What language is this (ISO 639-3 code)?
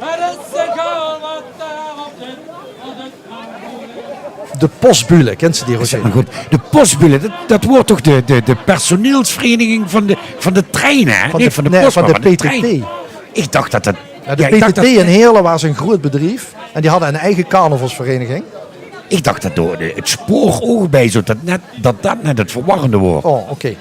lim